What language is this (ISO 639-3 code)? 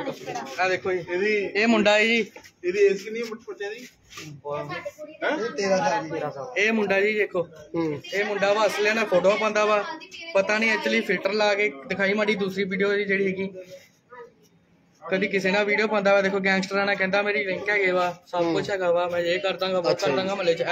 pan